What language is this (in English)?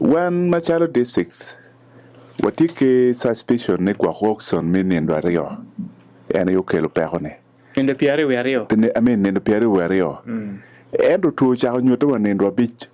Acoli